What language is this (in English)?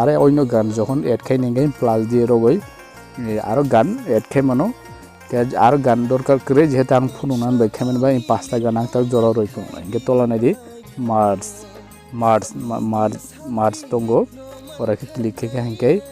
Kok Borok